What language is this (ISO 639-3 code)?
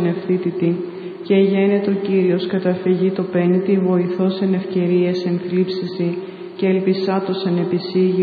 ell